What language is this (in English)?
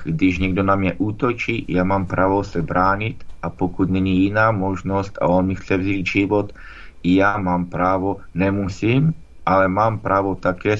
Czech